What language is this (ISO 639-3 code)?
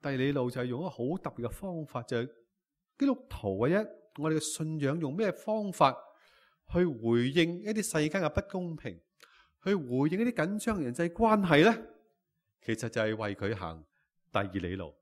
yue